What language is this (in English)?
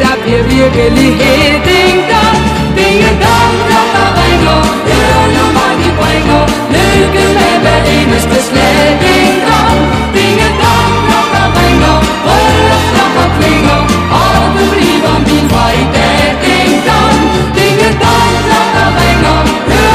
Danish